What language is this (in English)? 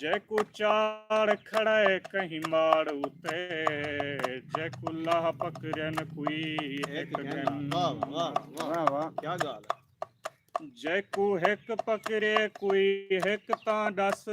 Saraiki